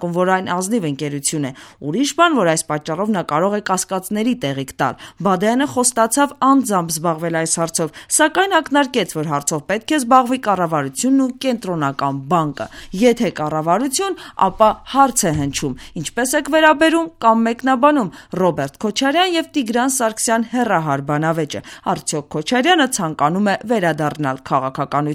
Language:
Armenian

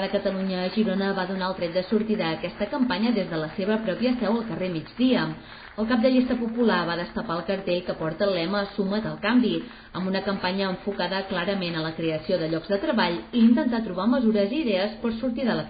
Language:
Catalan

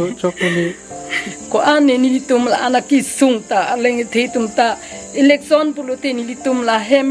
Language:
Karbi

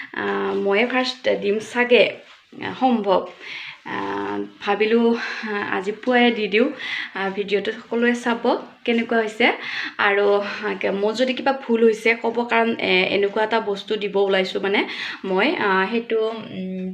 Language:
Assamese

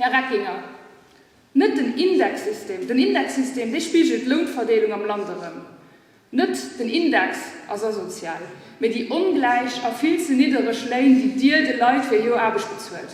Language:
Luxembourgish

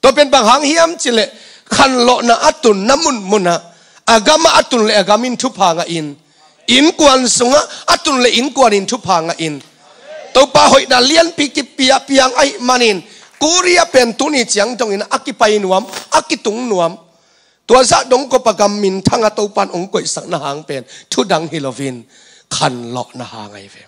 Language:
Tedim Chin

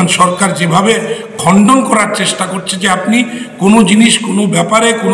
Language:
Bangla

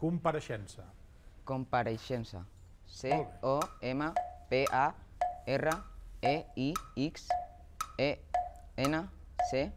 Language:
Catalan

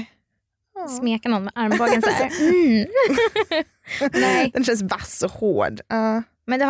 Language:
Swedish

